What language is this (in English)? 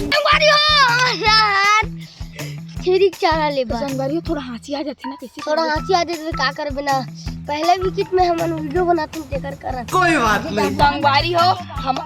Chhattisgarhi